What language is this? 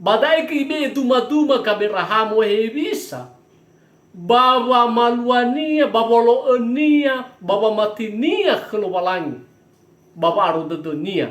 Nias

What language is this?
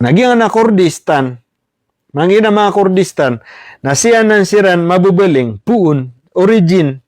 Maranao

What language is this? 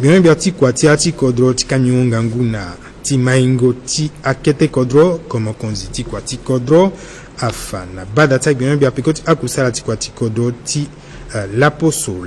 Sango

